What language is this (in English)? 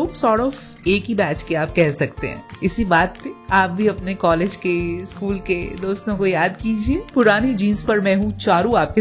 Hindi